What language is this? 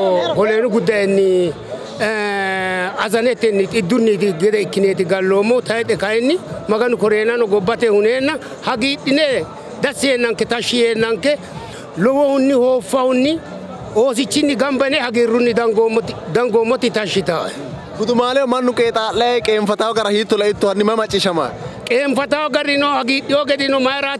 Sidamo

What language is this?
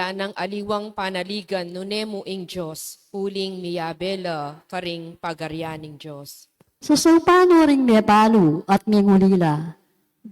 Pampanga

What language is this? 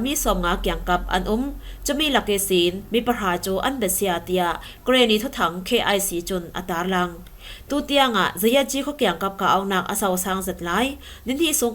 Falam Chin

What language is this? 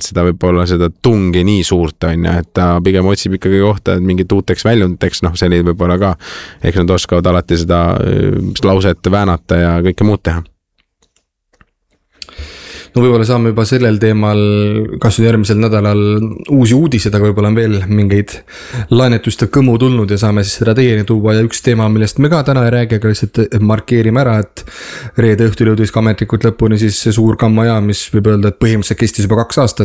Estonian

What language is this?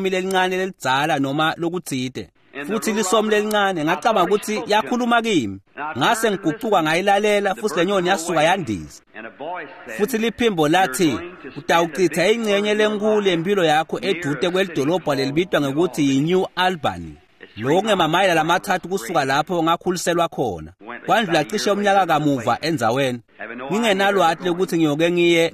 Swati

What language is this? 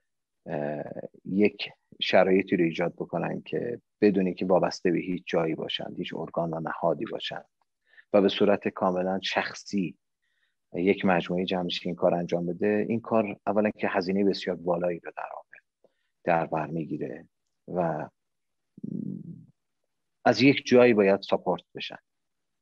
Persian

